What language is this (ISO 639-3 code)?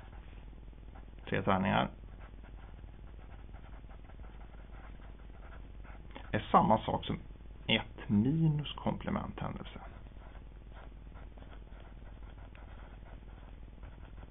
swe